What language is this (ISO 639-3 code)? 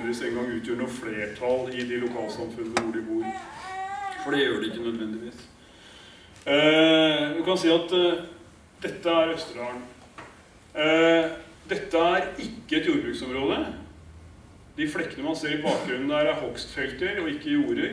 nor